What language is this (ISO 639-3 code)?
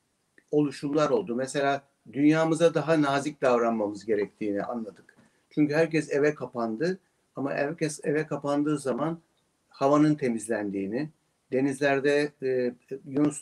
tur